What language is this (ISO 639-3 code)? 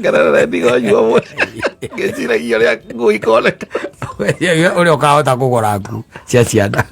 kik